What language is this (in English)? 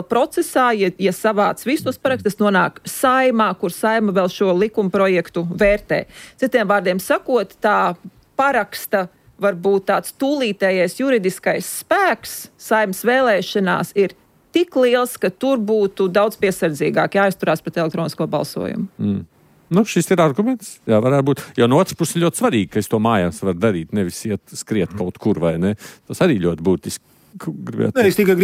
Latvian